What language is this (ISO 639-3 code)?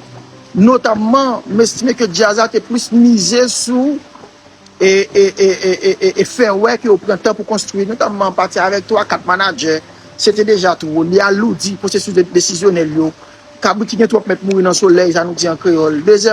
hat